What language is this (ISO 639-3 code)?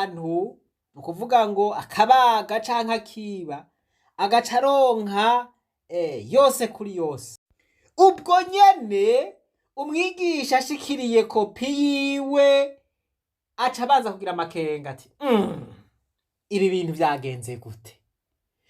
run